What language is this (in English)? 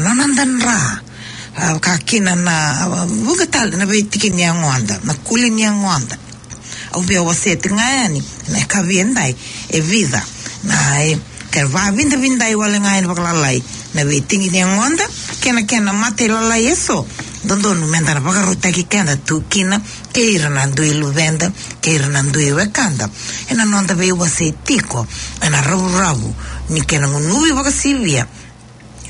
Fijian